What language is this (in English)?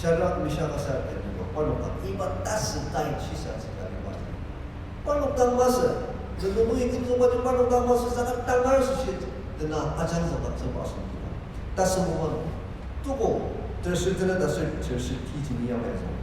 Ao Naga